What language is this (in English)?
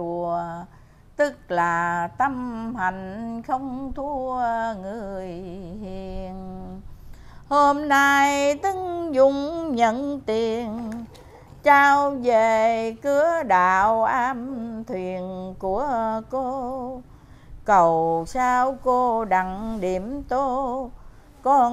Vietnamese